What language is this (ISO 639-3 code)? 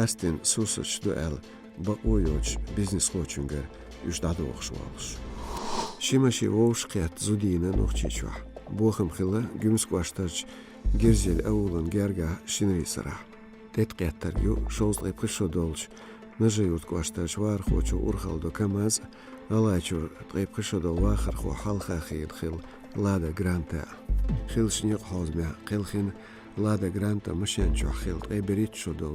che